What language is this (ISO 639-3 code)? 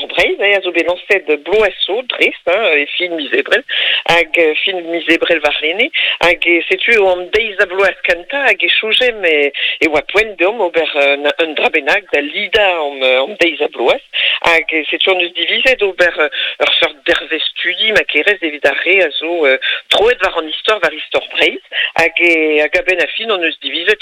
bre